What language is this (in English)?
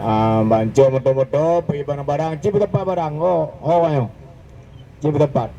Achinese